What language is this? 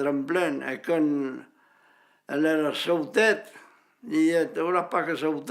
Occitan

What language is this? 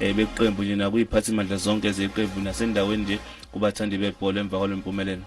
Zulu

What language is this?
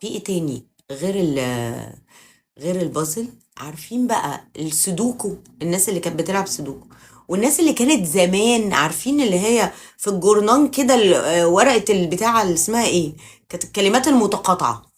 Egyptian Arabic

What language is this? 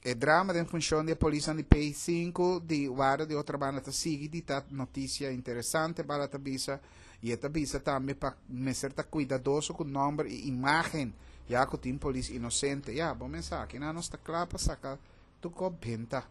Papiamento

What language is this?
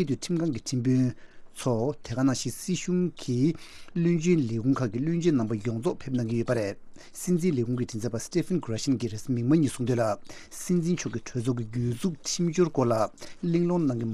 Tibetan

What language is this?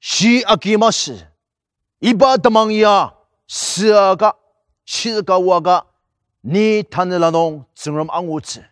Ao Naga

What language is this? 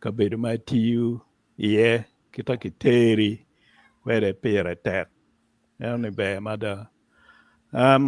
Acoli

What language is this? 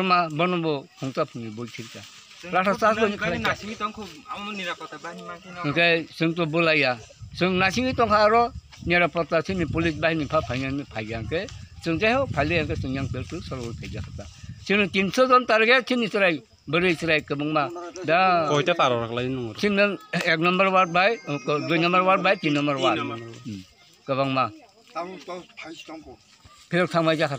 Kok Borok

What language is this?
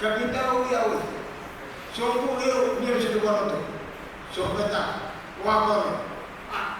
Pohnpeian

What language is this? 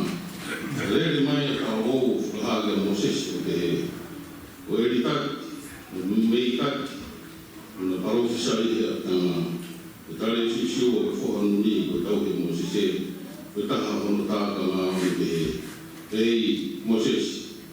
Tongan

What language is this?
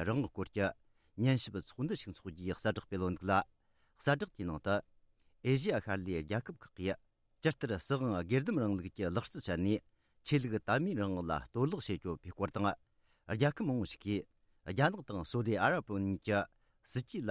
Tibetan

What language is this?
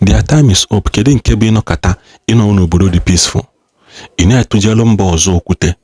Igbo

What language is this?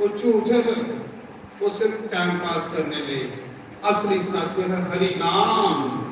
Dogri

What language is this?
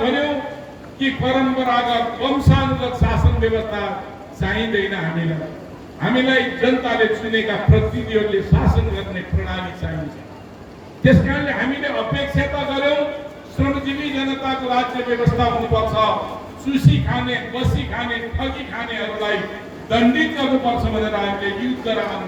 Nepali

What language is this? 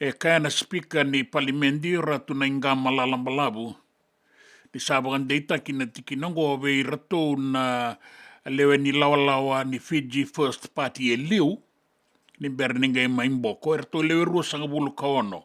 Fijian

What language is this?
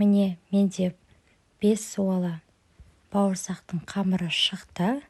Kazakh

